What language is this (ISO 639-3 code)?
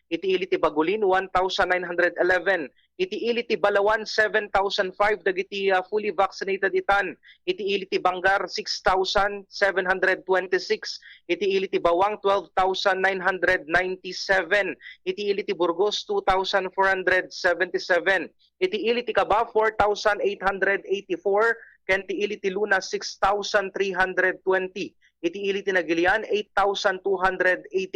ilo